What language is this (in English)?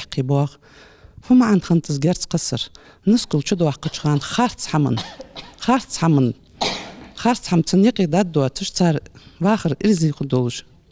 Ingush